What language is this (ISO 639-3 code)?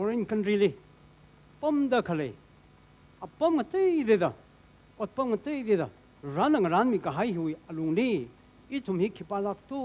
nmf